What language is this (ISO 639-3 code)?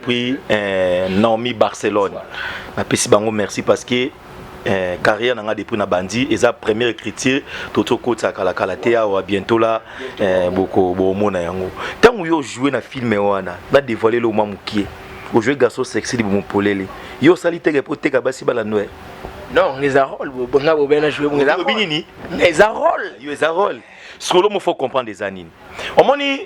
lin